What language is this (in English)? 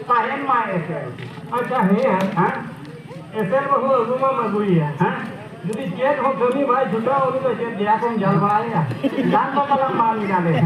Santali